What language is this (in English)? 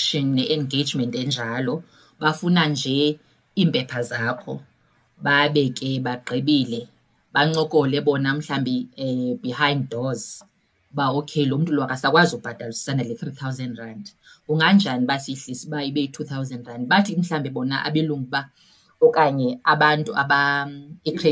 Xhosa